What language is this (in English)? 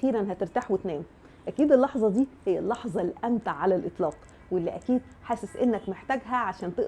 Egyptian Arabic